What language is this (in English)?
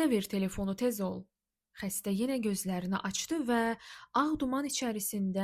Azerbaijani